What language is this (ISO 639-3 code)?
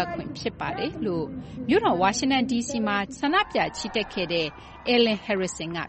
mya